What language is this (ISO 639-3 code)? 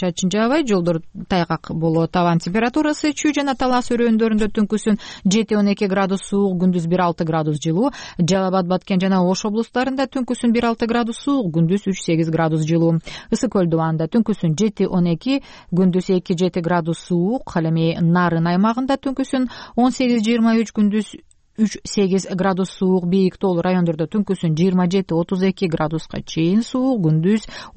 kir